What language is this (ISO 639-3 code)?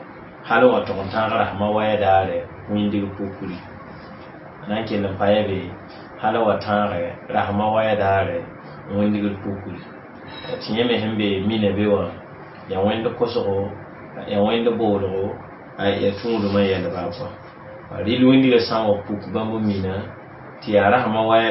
mos